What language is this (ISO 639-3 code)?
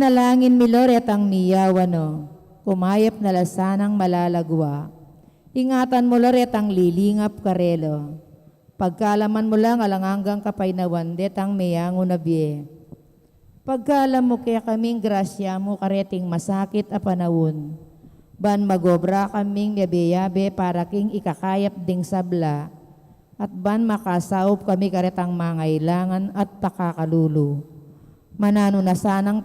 pam